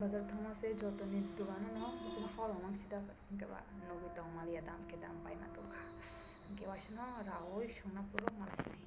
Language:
Kok Borok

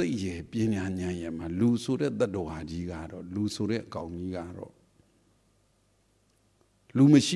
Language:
Burmese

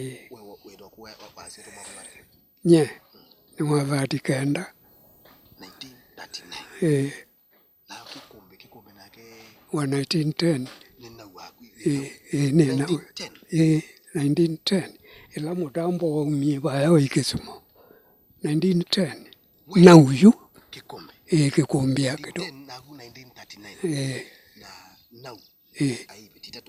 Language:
Kamba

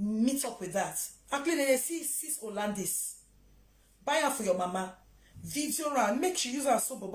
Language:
Nigerian Pidgin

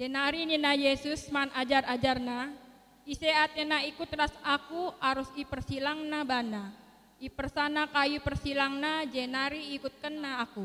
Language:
Batak Karo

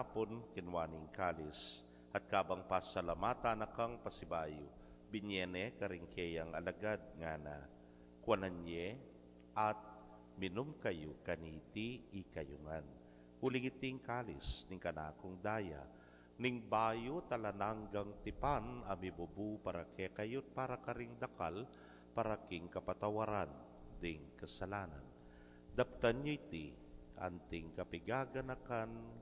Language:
Pampanga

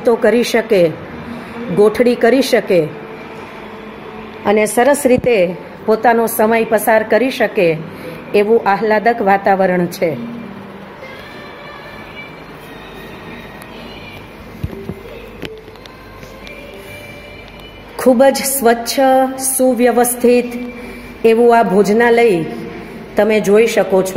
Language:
Gujarati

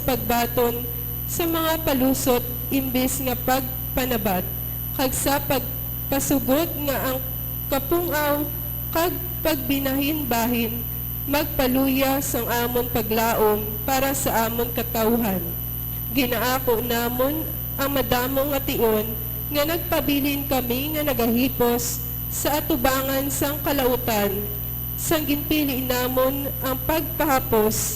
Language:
Hiligaynon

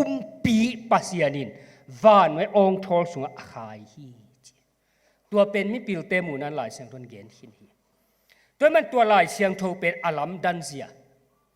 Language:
Tedim Chin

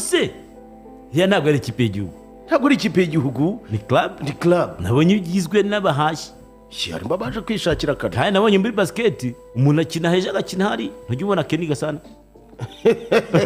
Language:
Kinyarwanda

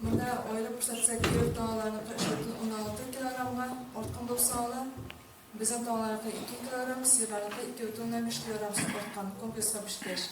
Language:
Tatar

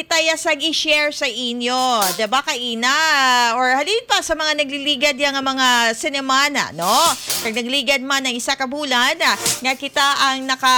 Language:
Hiligaynon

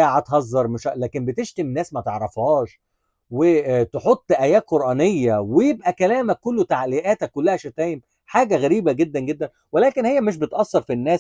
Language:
Egyptian Arabic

